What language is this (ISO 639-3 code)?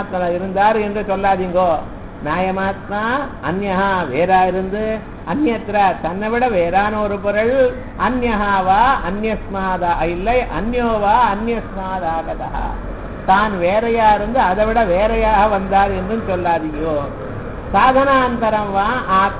tam